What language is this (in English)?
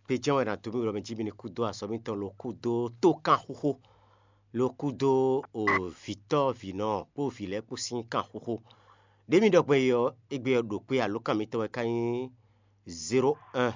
Fon